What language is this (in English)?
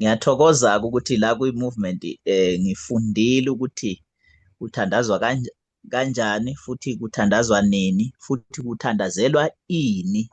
Zulu